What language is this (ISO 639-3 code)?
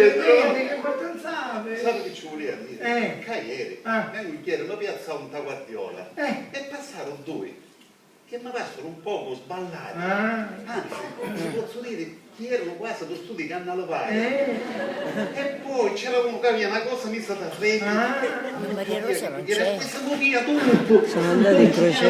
scn